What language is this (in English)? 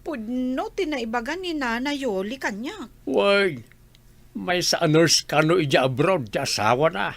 Iloko